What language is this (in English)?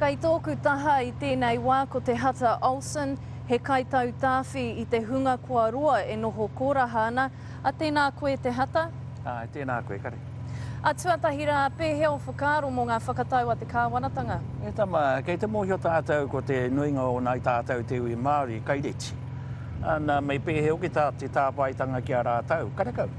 Māori